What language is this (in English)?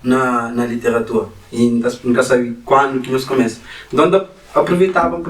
Kabuverdianu